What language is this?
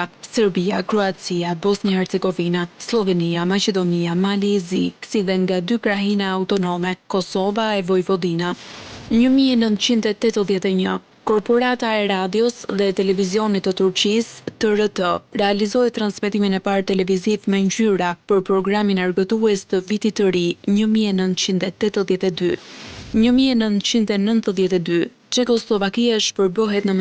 Albanian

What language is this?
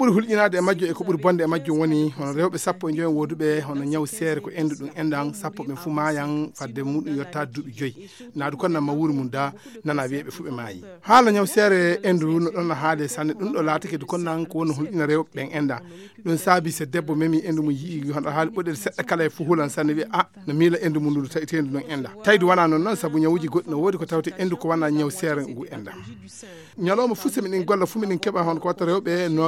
Fula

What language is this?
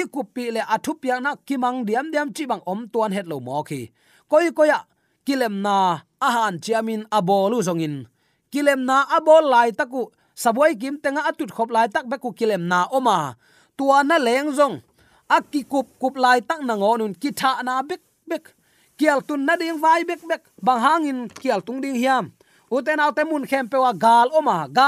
Tedim Chin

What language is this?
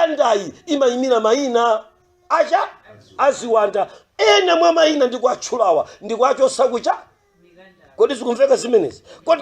Nyanja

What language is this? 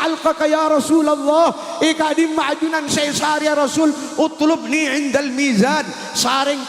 Madurese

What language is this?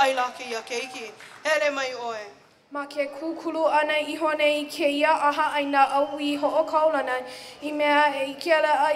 Hawaiian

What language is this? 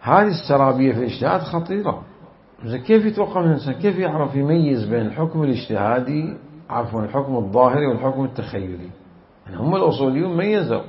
Mesopotamian Arabic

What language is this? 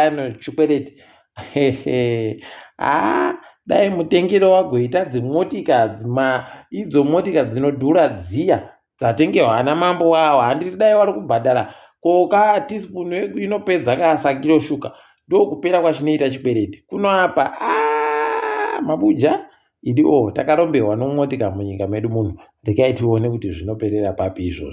Ndau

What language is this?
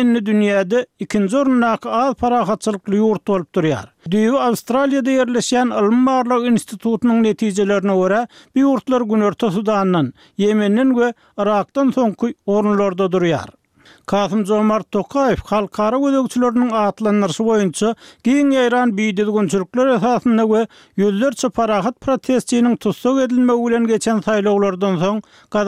Turkmen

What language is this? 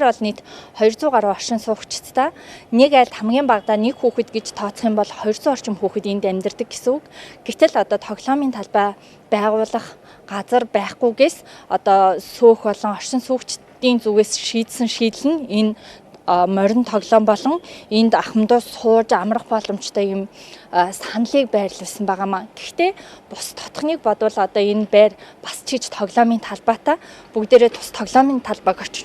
Mongolian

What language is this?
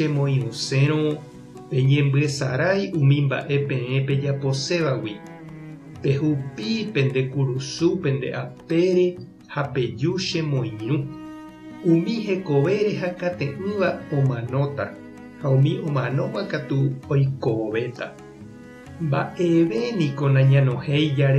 Guarani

